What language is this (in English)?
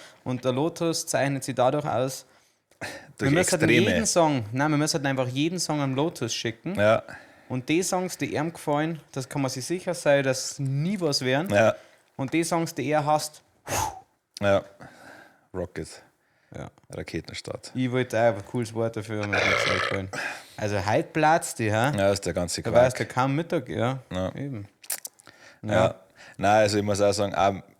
Bavarian